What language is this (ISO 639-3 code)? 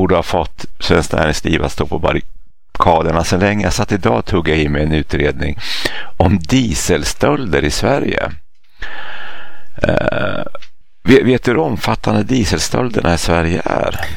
swe